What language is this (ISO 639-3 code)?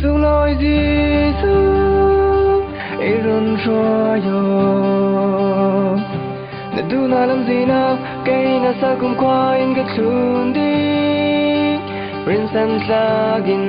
cfm